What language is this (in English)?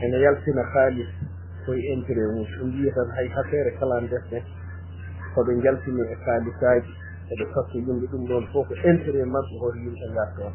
Fula